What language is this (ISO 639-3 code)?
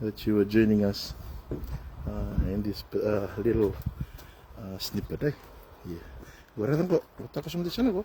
fij